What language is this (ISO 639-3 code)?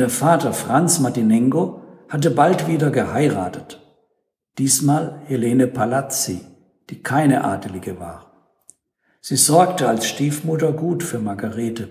deu